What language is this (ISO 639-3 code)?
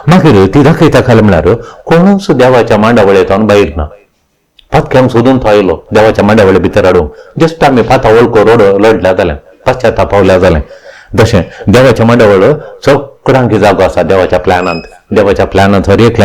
kok